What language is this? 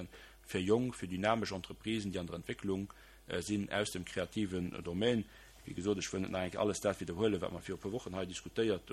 Luxembourgish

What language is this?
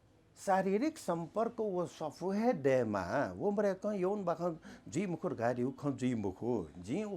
Newari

